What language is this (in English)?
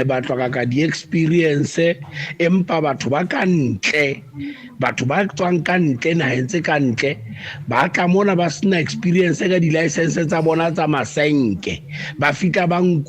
Southern Sotho